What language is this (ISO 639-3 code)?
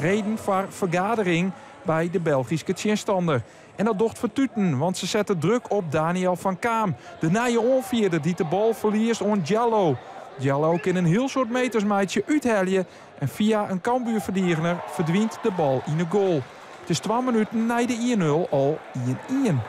fry